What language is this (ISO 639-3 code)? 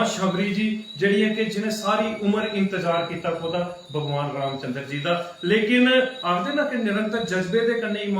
doi